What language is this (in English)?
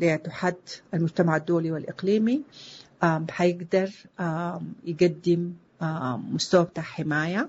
Sudanese Arabic